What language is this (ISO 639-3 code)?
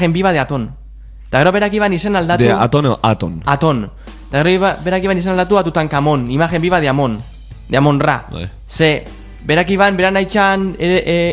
eus